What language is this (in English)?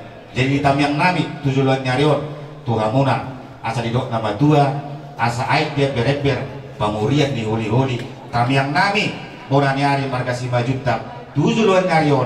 Batak Toba